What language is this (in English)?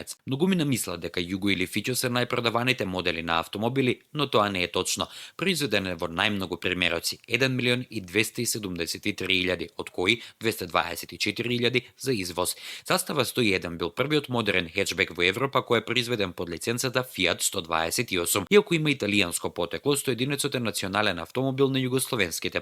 Macedonian